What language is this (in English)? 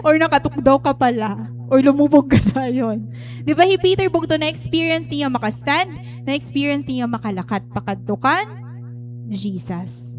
Waray